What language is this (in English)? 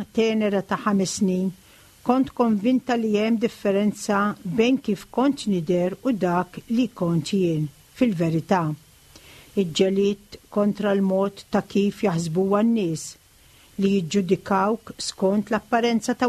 Maltese